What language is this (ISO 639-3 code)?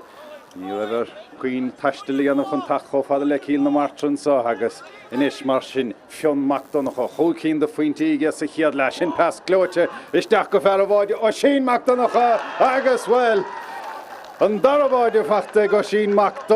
gle